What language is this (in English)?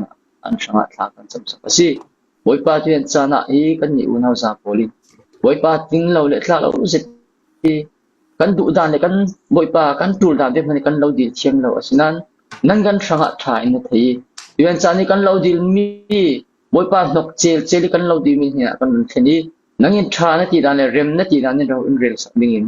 Falam Chin